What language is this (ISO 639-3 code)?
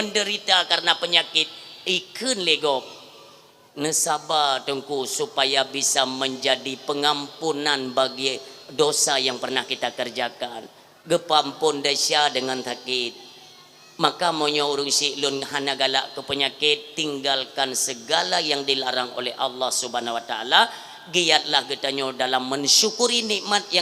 ace